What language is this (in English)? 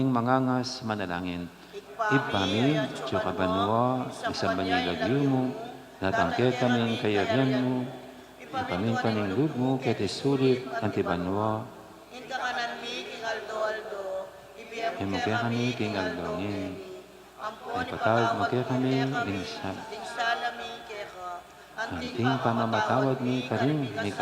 Pampanga